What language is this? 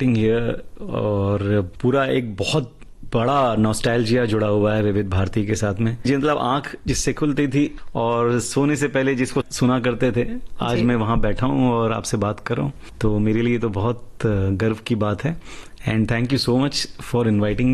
Hindi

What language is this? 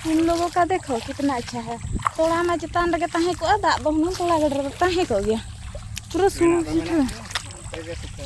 Santali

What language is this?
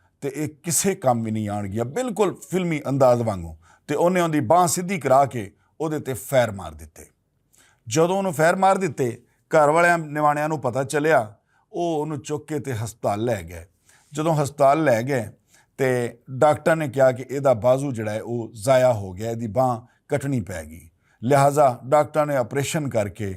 Western Panjabi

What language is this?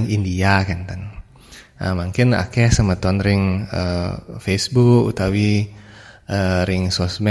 Balinese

